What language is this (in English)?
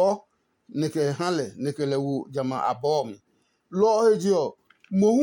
Adangme